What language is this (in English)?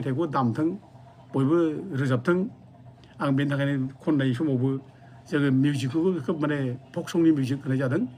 Bodo